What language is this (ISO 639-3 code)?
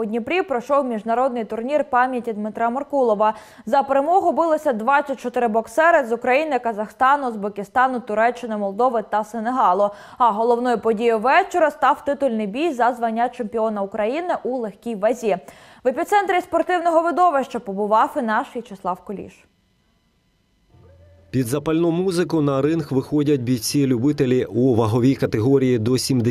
ukr